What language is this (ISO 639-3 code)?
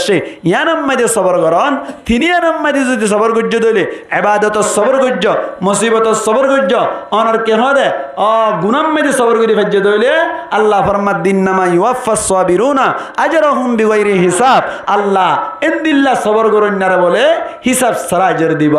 rhg